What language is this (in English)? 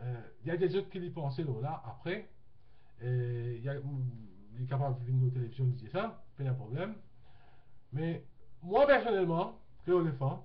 Morisyen